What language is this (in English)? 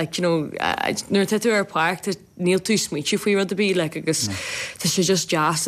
Irish